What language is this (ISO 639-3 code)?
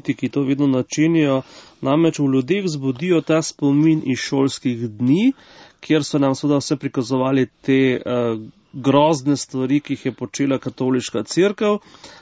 slv